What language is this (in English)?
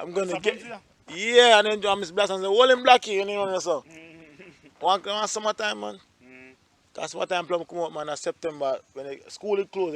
Jamaican Creole English